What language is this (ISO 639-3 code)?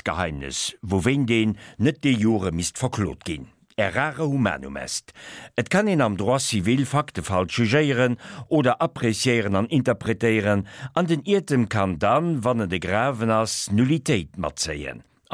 ltz